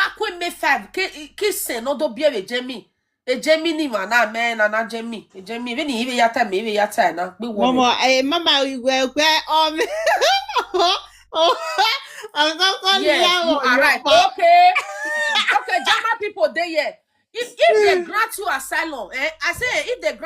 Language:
Nigerian Pidgin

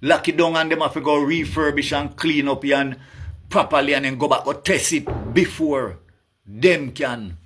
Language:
Jamaican Creole English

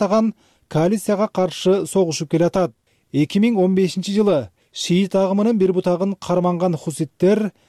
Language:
Kyrgyz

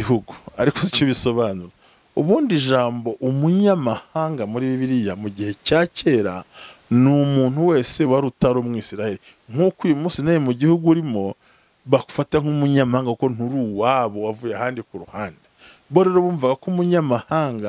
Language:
Kinyarwanda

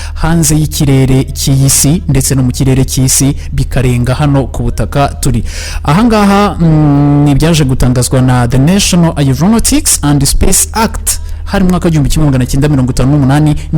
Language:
Kinyarwanda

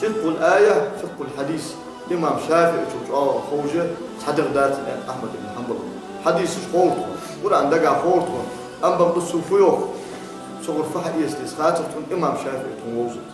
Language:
Ingush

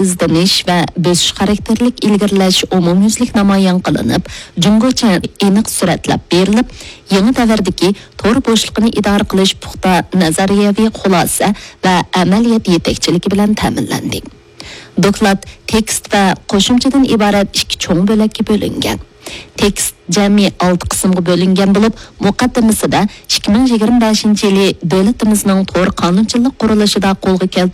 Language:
Uyghur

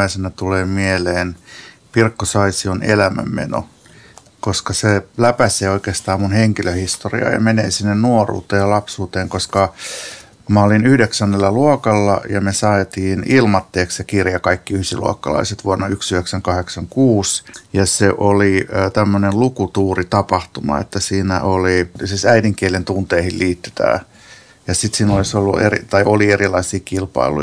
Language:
Finnish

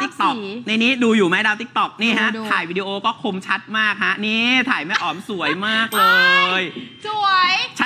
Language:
Thai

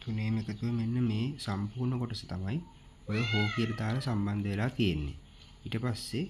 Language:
Sinhala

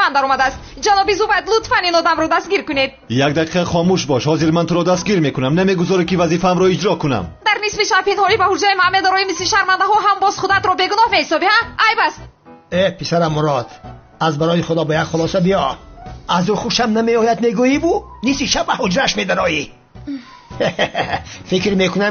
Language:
Tajik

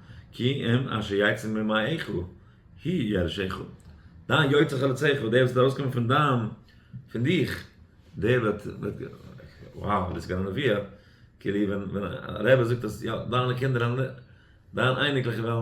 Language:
Yiddish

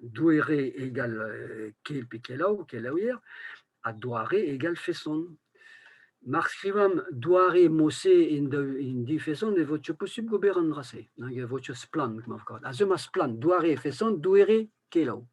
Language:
Breton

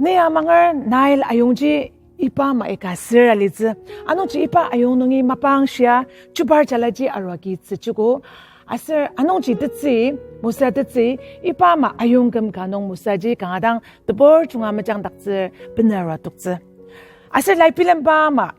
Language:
Ao Naga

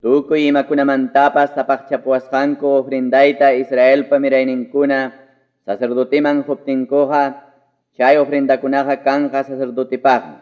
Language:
Ayacucho Quechua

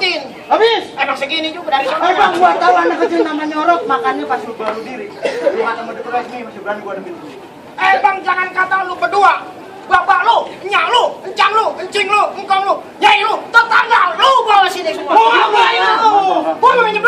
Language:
Betawi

